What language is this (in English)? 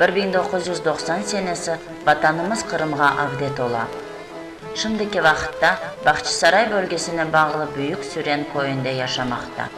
Crimean Tatar